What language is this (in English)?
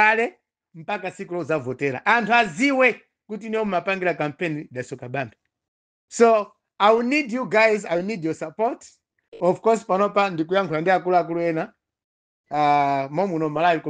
Nyanja